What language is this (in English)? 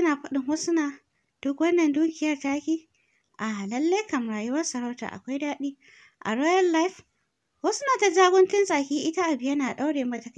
Hausa